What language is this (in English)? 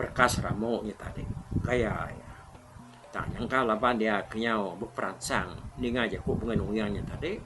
Iban